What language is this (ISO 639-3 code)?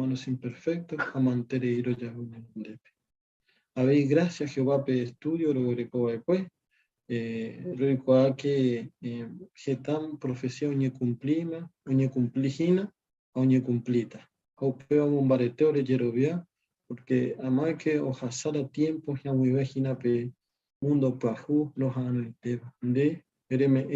grn